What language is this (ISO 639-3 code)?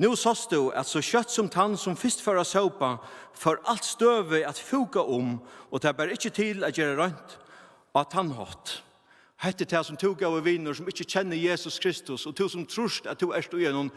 fao